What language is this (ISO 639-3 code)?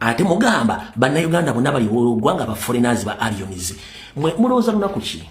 lug